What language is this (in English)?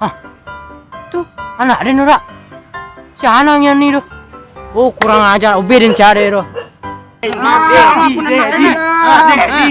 Minangkabau